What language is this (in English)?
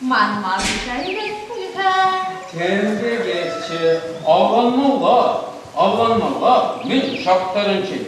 Chuvash